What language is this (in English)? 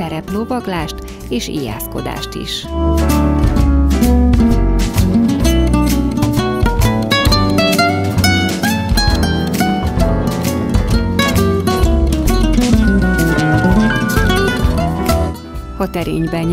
Hungarian